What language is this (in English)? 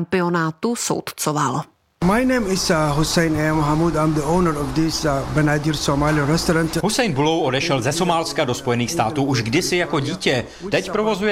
Czech